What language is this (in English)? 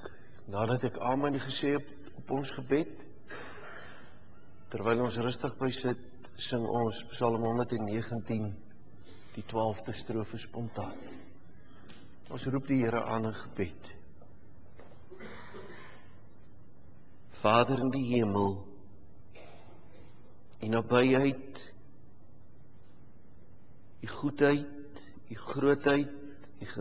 Afrikaans